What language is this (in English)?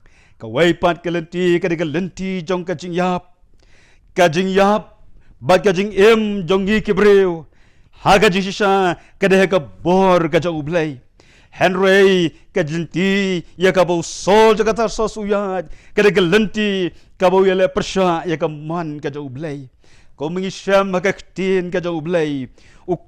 Khasi